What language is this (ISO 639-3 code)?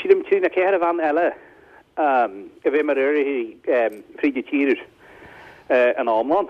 gle